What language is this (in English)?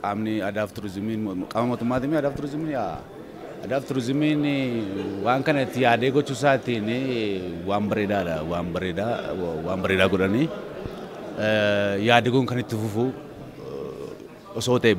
Oromo